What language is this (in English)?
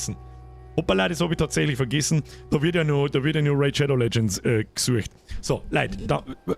Bavarian